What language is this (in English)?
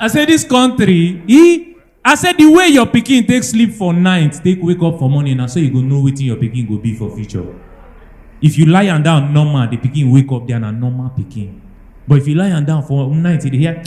Nigerian Pidgin